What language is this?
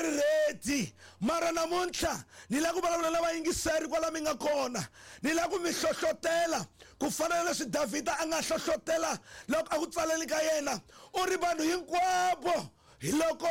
Tsonga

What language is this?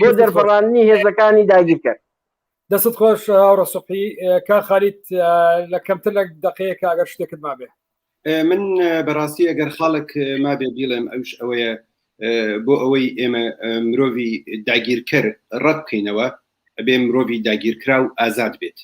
Central Kurdish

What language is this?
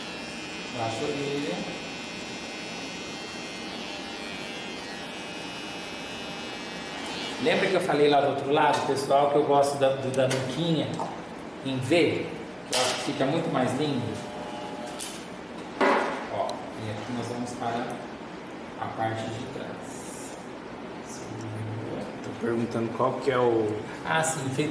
Portuguese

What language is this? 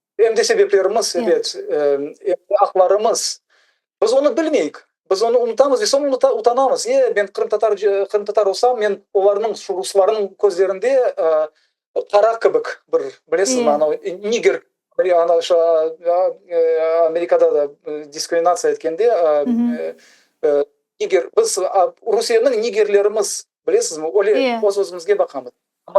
Crimean Tatar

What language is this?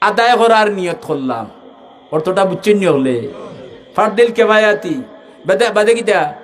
Sylheti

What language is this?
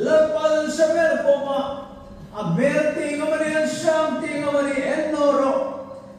Hmar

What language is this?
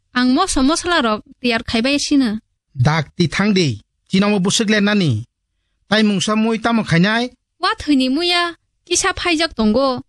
Kok Borok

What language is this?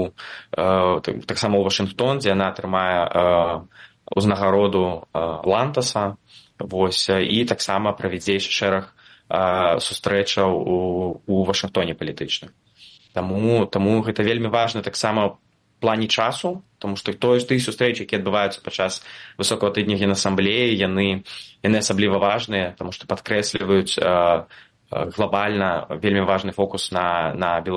Belarusian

